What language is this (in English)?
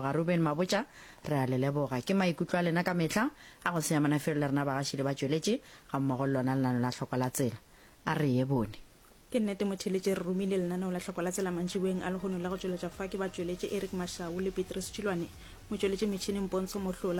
Northern Sotho